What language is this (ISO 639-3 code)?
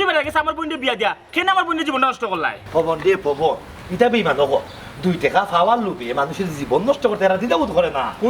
syl